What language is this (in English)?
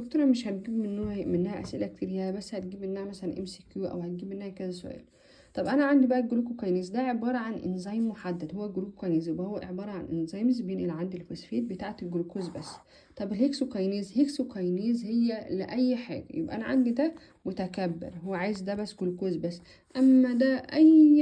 Egyptian Arabic